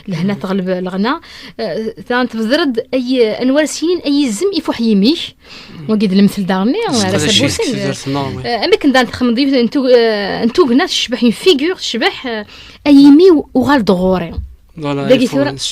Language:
Kabyle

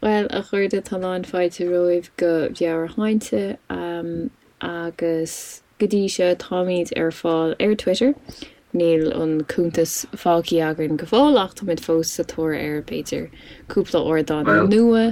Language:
Irish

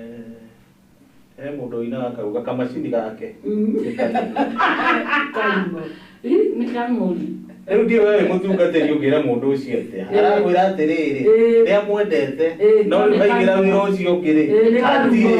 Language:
Kikuyu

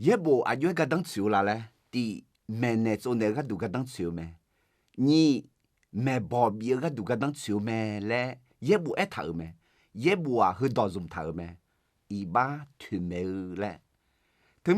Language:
Akha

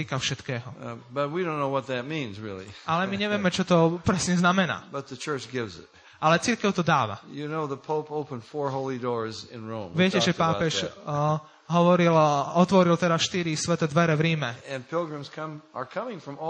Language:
Slovak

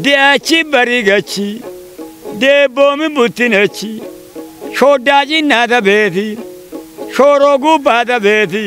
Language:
Kafa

